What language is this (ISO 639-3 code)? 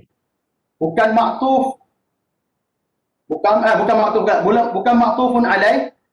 msa